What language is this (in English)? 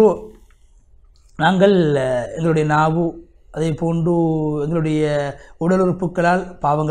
Tamil